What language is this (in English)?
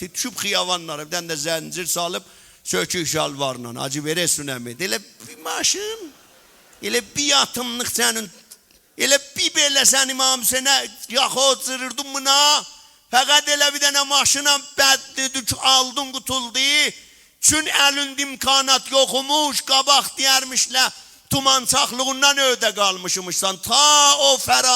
South Azerbaijani